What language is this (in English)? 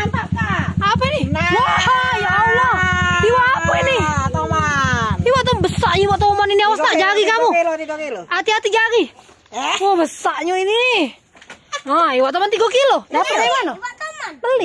Musi